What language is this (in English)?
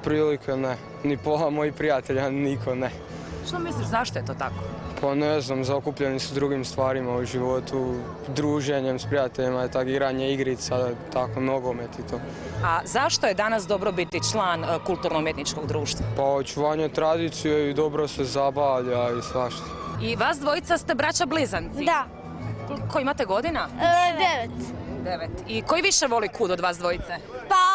Croatian